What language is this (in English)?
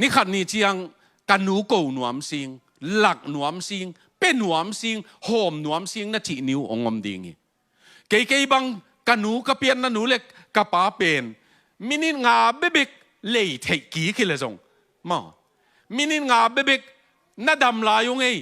Tedim Chin